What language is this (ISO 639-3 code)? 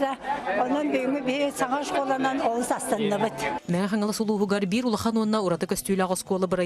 sah